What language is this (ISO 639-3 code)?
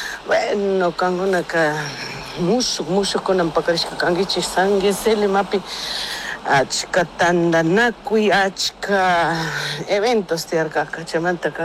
qug